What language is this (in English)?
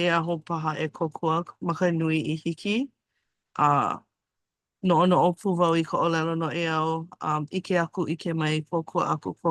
Hawaiian